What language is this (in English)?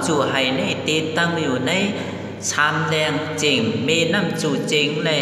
Shan